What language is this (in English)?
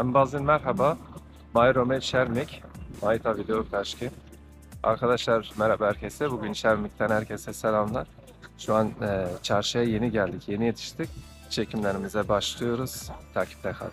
Zaza